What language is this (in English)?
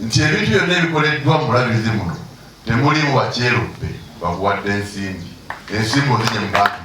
Ganda